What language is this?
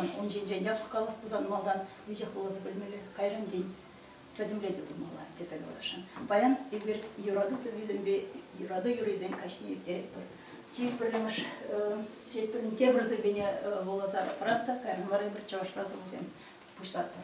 Chuvash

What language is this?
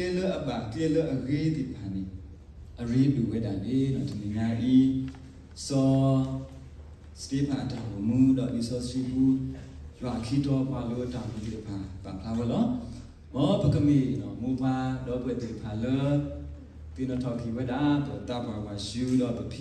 S'gaw Karen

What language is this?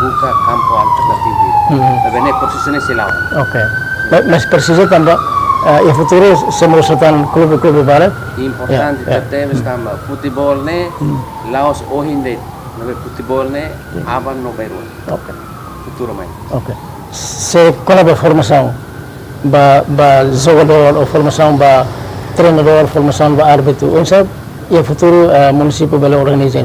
Tetum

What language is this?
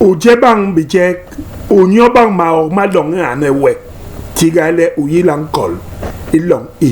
Basaa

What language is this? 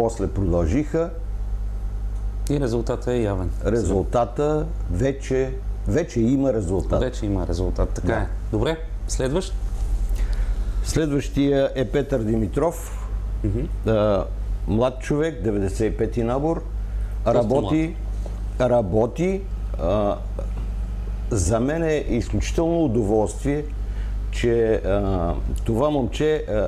Bulgarian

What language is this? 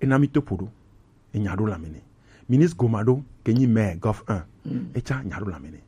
Gen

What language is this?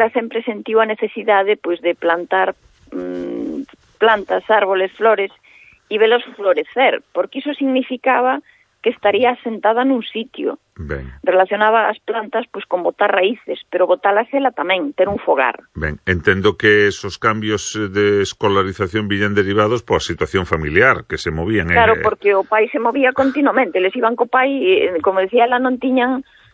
Galician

